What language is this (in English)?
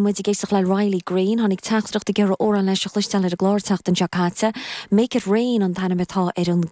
Irish